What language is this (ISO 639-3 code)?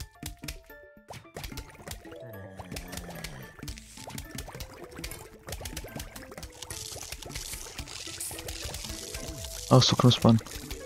deu